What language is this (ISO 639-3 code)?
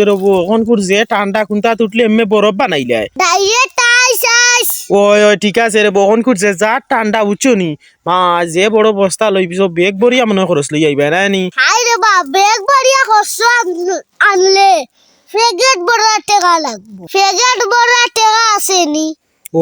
syl